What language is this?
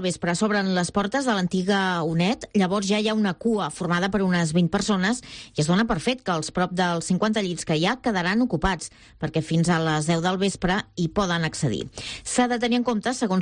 Catalan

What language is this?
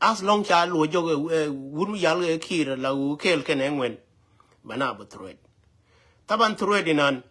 Nuer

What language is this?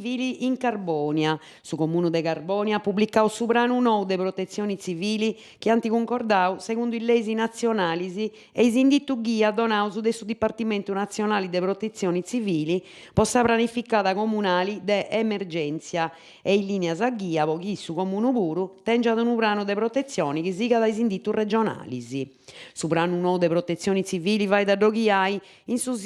Sardinian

